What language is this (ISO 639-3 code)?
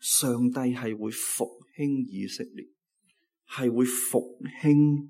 yue